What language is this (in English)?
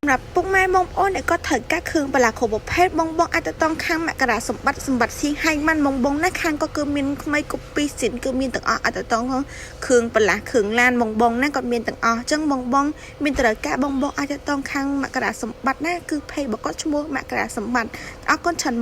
Khmer